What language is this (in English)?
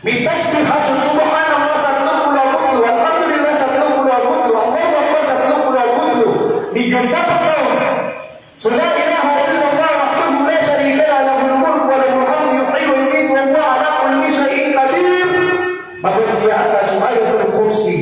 Maranao